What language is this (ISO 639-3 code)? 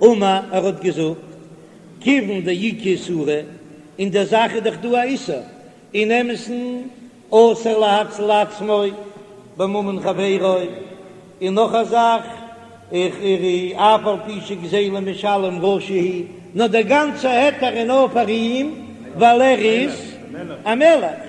yid